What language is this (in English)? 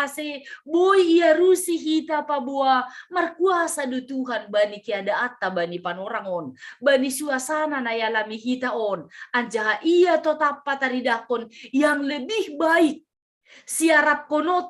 Batak Simalungun